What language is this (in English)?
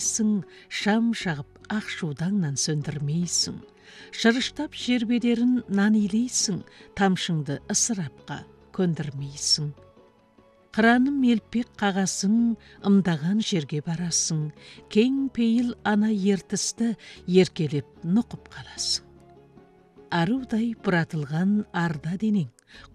Kazakh